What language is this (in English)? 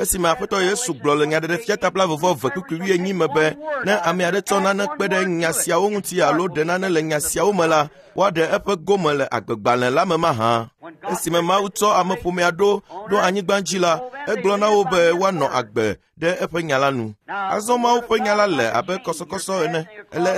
Ewe